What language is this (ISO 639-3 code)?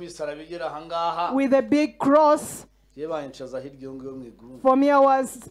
kin